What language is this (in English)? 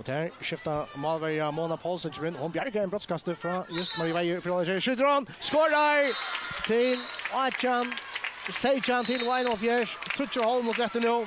Faroese